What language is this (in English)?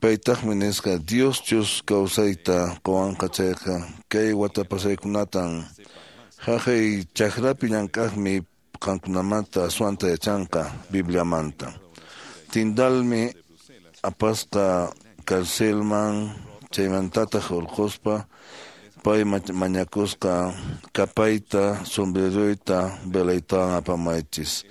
Quechua